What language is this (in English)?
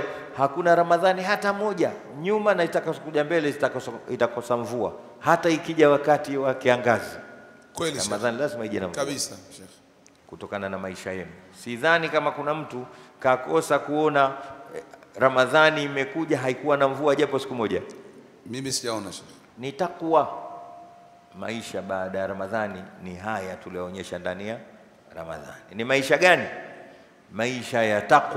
Swahili